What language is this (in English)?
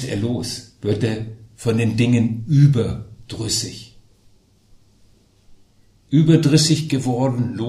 German